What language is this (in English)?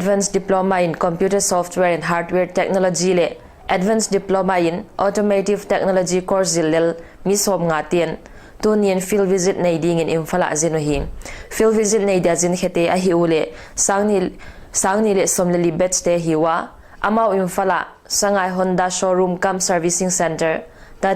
Paite Chin